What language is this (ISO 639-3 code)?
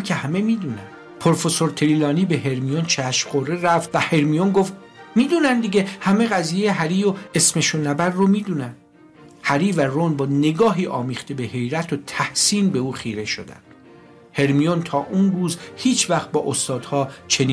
fas